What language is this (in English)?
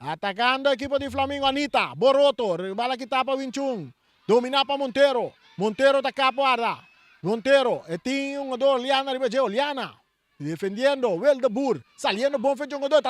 Papiamento